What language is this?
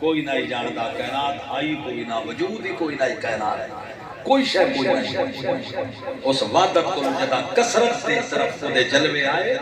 Saraiki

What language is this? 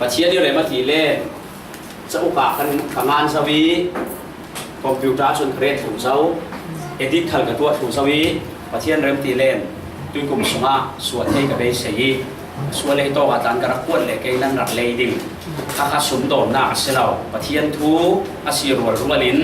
Falam Chin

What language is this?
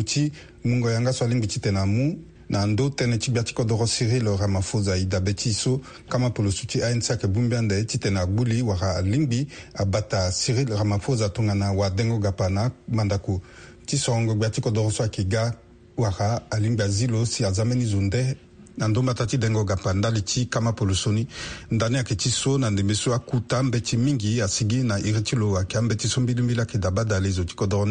Sango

